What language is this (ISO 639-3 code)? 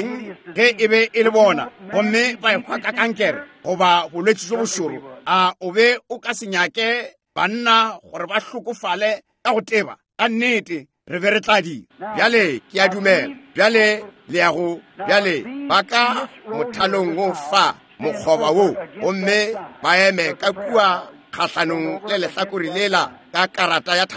nso